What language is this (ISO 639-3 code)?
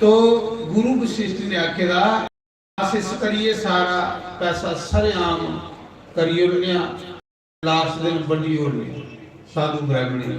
doi